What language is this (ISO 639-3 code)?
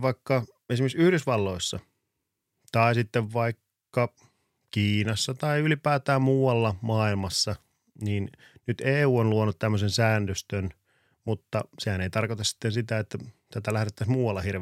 fin